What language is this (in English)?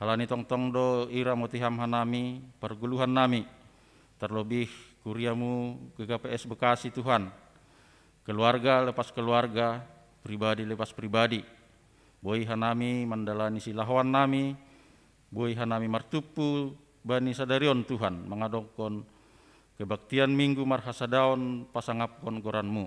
Batak Simalungun